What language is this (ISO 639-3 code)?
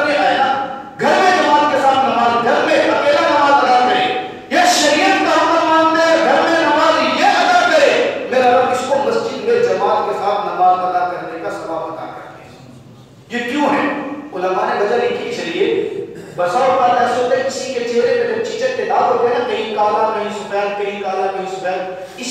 urd